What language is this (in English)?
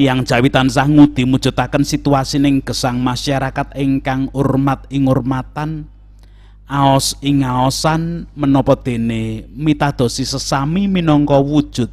Javanese